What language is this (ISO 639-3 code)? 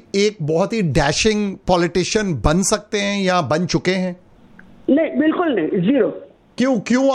hin